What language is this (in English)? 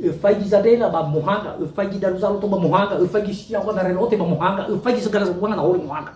Nias